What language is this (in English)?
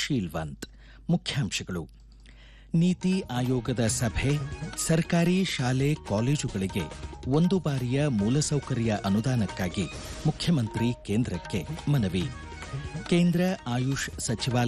Kannada